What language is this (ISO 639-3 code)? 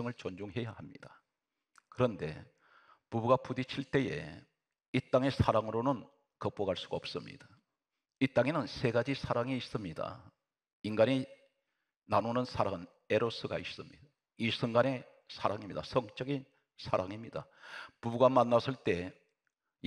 kor